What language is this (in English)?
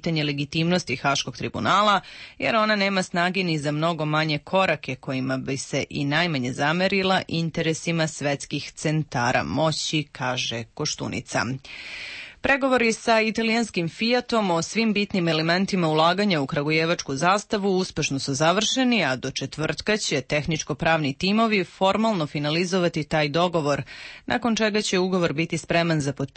Serbian